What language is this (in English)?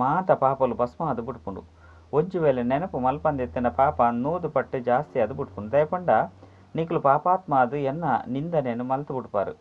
Tulu